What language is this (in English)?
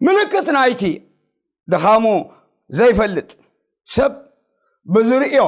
Tigrinya